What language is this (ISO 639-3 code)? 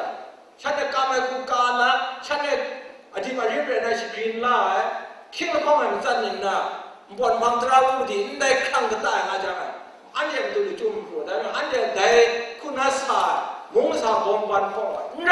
kac